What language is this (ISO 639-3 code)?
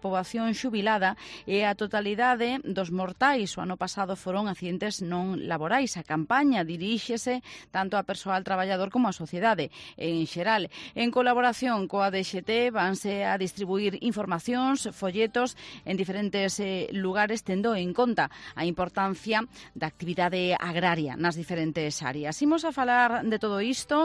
glg